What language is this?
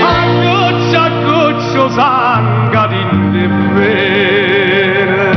Neapolitan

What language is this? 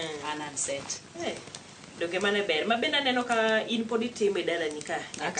Luo (Kenya and Tanzania)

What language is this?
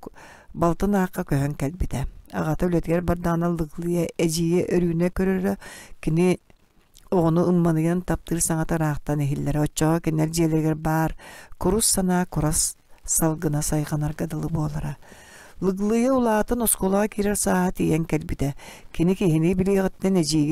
Yakut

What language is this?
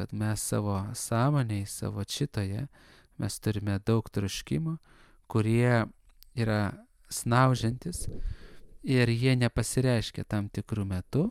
Lithuanian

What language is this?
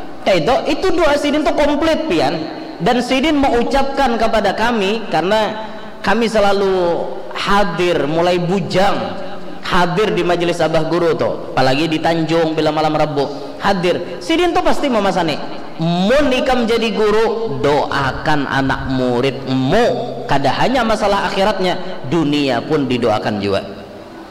Banjar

